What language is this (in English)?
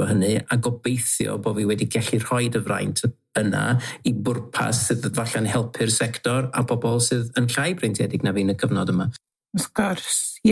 Welsh